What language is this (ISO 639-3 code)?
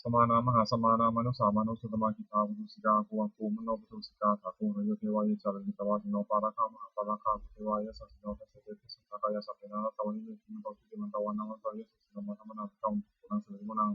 pli